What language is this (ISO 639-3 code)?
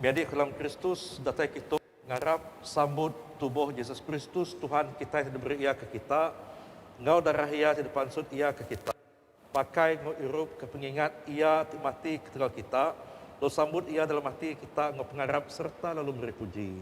iba